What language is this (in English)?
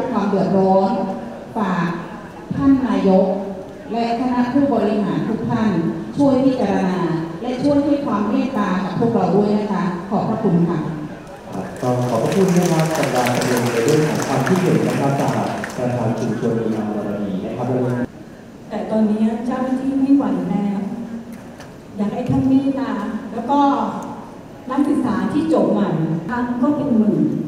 Thai